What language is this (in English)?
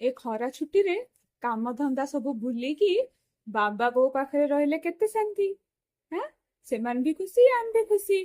Odia